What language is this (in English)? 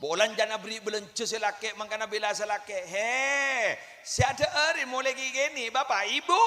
Madurese